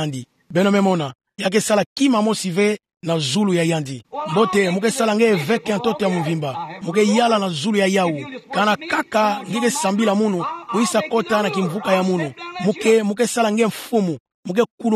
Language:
Kituba (Democratic Republic of Congo)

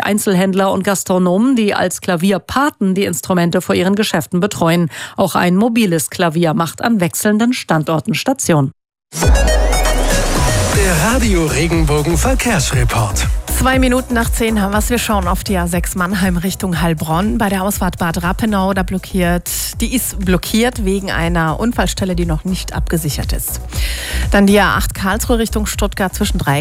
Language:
German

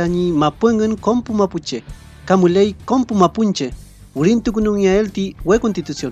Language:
Mapuche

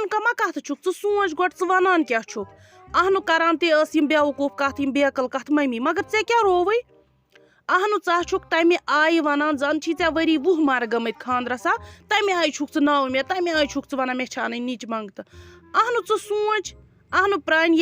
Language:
Kashmiri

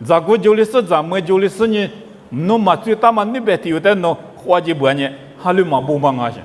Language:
Lisu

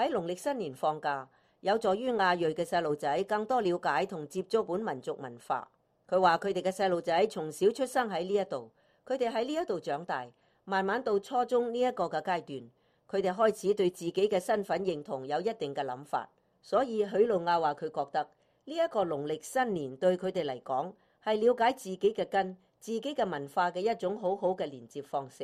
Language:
Cantonese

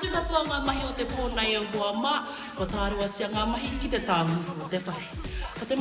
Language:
Māori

